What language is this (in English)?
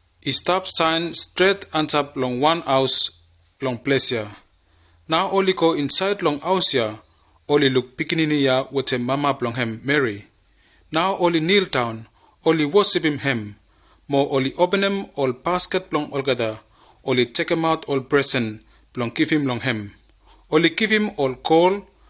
Bislama